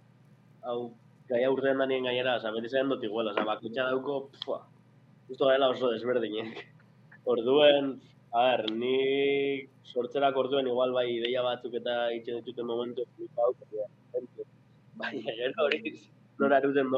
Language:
Basque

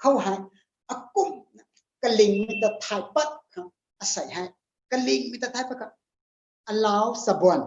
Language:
Rongmei Naga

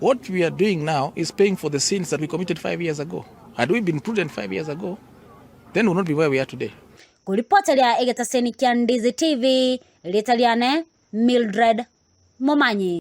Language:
Gusii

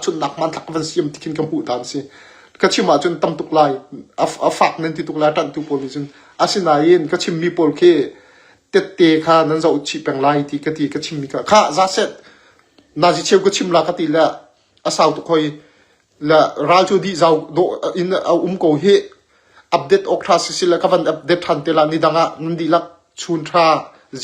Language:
Hakha Chin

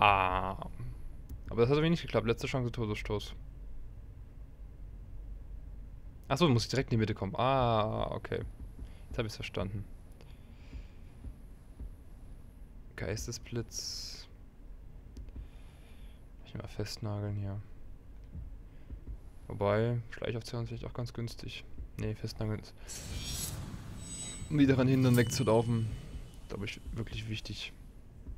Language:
German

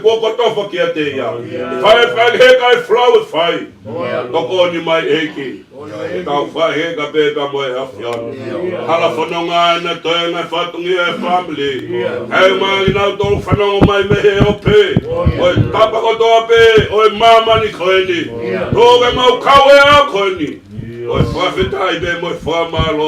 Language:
Tongan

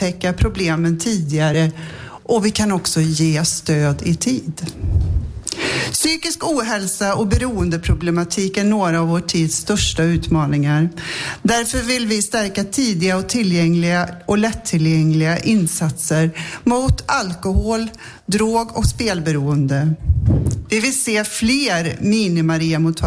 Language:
Swedish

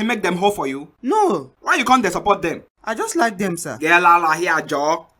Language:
Nigerian Pidgin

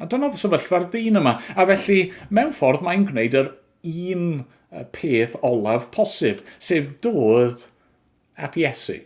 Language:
Welsh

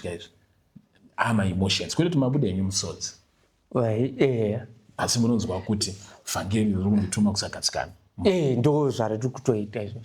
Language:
Shona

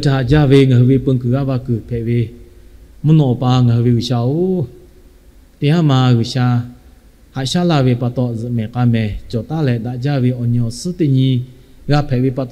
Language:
Lahu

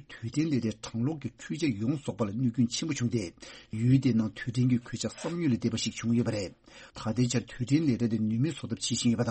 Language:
Tibetan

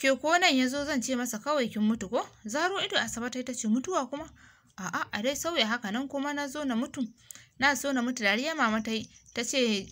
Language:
Hausa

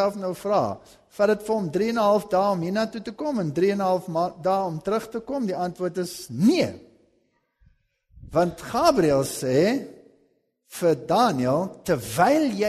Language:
Afrikaans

